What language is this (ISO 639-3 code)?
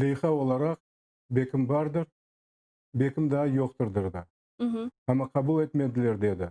crh